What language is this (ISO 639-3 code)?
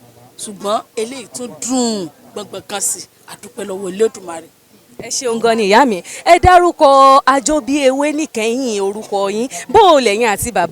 yor